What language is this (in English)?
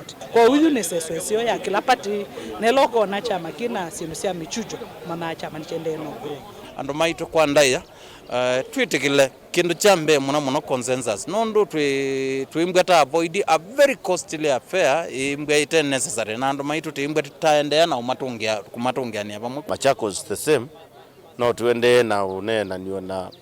Kamba